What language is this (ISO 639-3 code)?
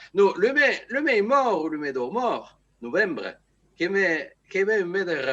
oci